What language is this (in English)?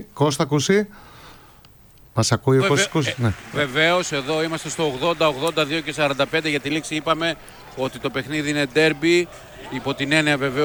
Greek